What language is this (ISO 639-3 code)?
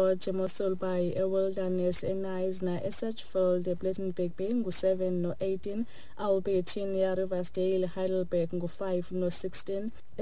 xho